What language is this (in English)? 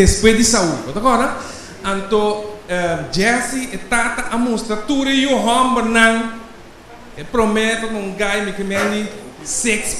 Papiamento